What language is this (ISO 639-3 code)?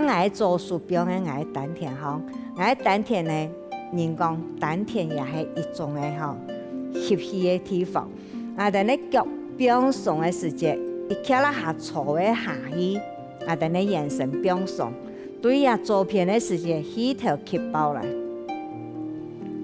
hak